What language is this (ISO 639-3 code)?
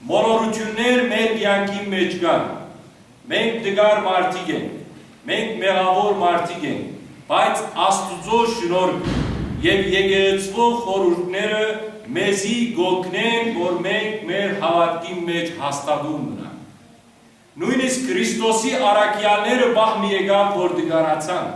hyw